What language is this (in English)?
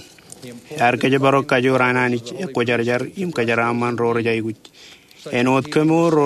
Marshallese